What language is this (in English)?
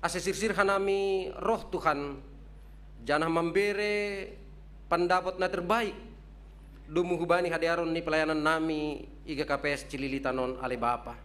Batak Simalungun